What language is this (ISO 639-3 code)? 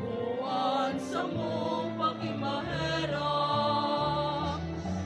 bik